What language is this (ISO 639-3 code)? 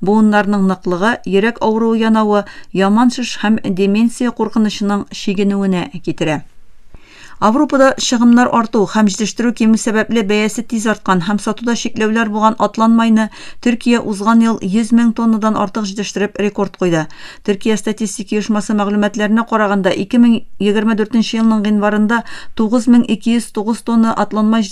tat